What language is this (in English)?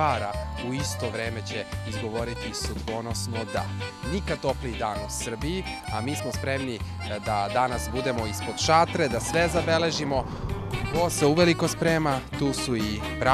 Serbian